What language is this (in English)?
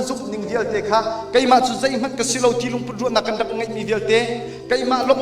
Hakha Chin